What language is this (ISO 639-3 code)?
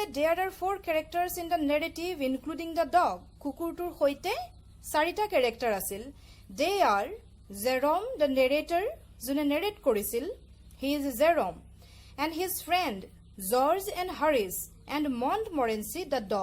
asm